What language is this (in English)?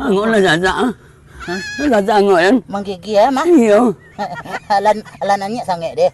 Minangkabau